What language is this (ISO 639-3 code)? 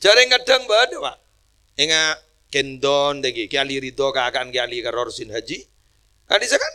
mad